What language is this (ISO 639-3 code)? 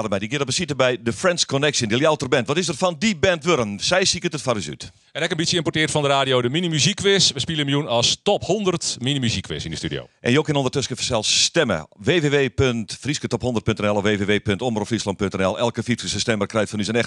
fry